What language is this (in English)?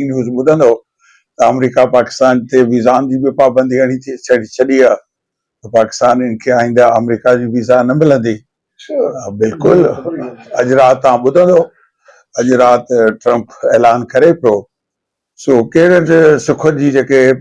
Sindhi